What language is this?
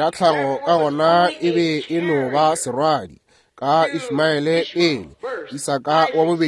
Northern Sotho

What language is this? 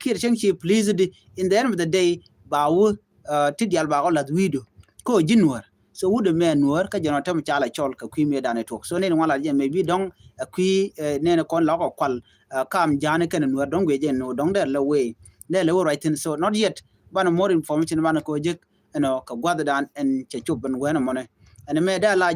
Nuer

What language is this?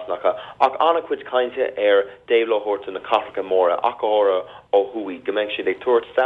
Irish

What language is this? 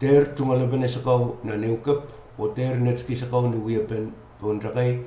Pohnpeian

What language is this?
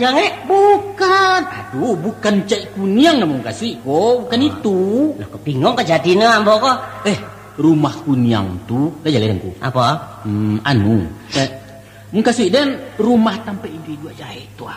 Minangkabau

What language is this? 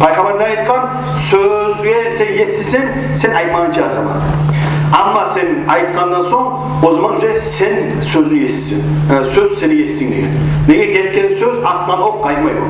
Kumyk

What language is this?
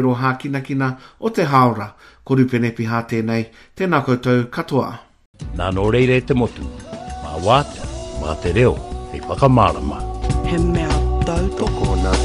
Māori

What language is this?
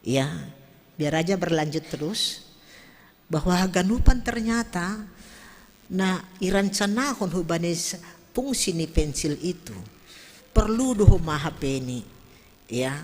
Batak Simalungun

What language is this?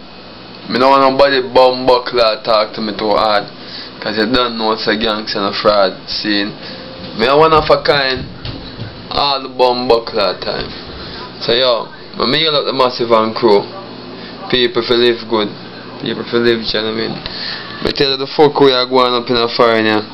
Jamaican Creole English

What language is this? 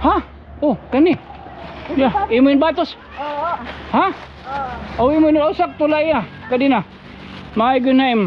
Waray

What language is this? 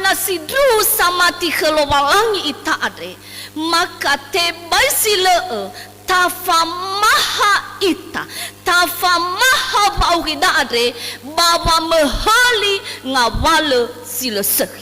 Nias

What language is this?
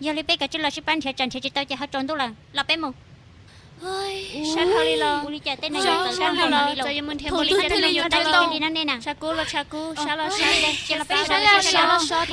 Hmong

